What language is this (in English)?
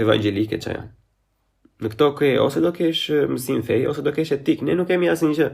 Albanian